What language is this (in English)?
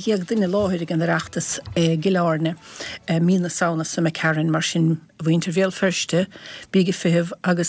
Irish